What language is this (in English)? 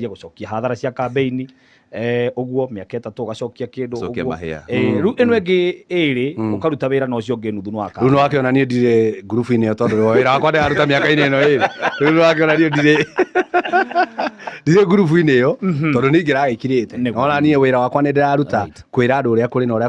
Kikuyu